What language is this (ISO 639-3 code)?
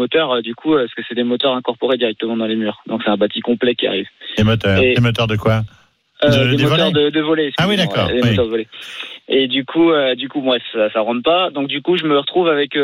fra